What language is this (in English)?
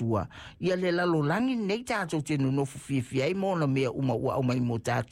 Samoan